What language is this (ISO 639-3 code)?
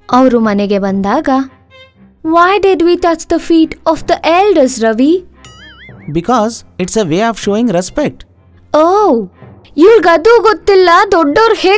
kan